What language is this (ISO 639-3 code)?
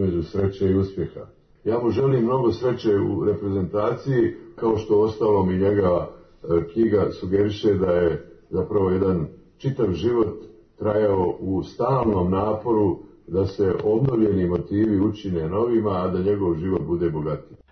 srp